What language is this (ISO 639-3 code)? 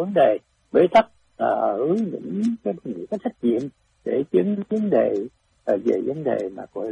vie